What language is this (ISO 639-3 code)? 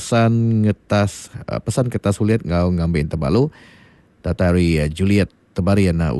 iba